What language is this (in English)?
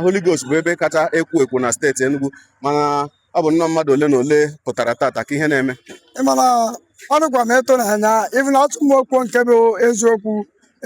Igbo